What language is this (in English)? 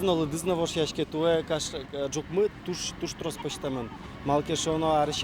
Udmurt